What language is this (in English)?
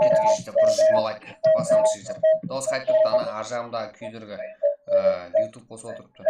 Kara-Kalpak